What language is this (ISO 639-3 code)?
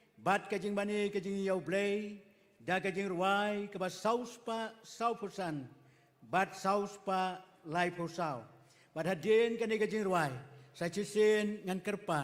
kha